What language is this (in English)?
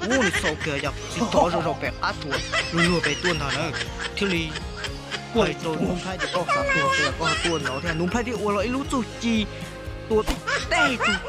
Hmong